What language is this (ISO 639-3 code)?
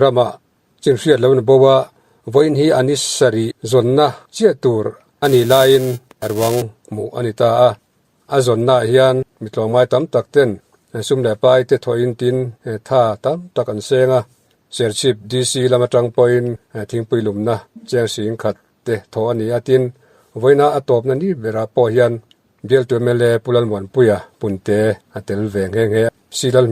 lus